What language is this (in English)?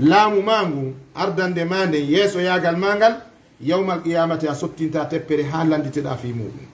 Fula